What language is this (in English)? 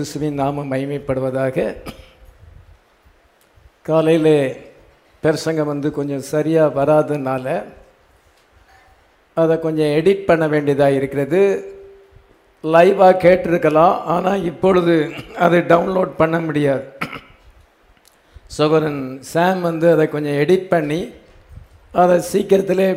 Tamil